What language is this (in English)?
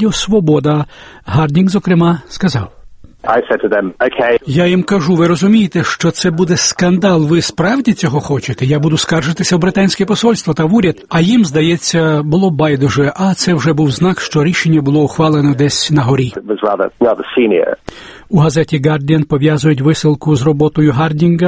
Ukrainian